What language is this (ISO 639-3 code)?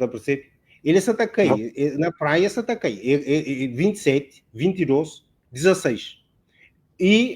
kea